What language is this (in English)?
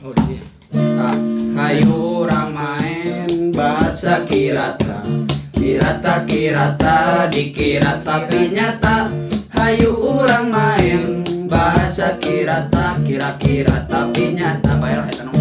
Sundanese